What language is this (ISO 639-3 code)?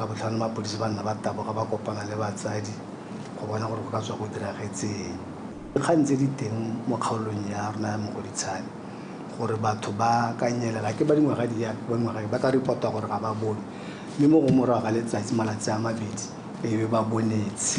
tsn